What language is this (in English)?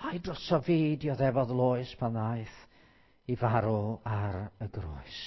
Welsh